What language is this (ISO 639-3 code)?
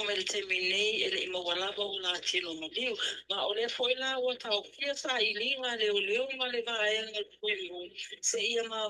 smo